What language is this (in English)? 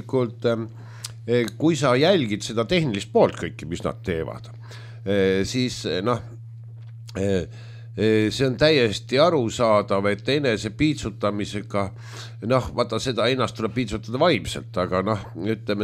Estonian